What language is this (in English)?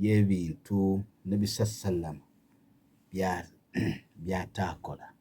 Ganda